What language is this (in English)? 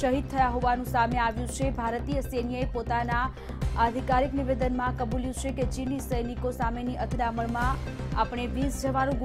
Gujarati